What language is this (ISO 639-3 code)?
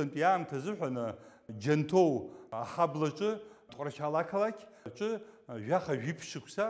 abk